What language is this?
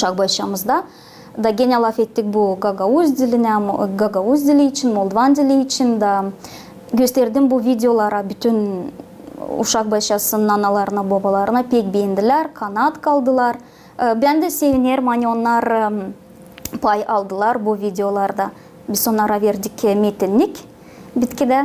Gagauz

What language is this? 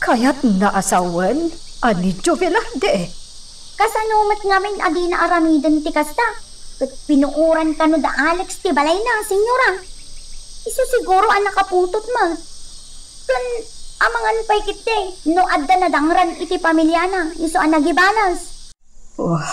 Iloko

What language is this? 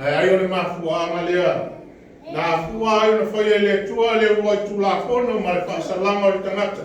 Samoan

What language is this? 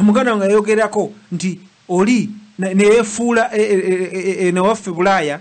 Ganda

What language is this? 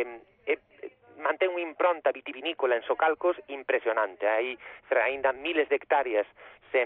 Galician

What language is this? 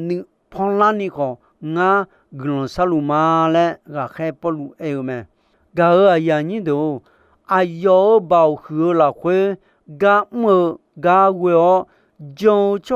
Akha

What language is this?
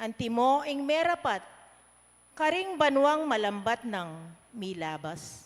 Pampanga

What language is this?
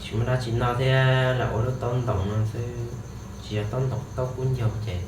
Hmong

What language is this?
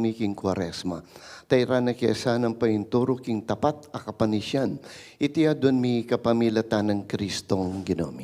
Pampanga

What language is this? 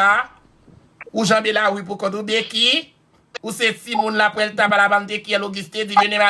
Haitian Creole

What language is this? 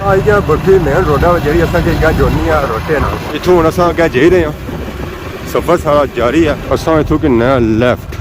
Pahari-Potwari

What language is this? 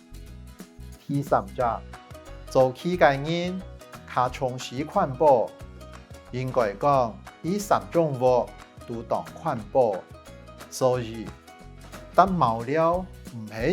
Hakka Chinese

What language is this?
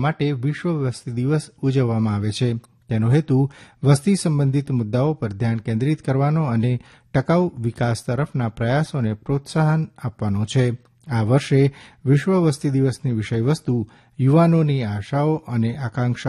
Gujarati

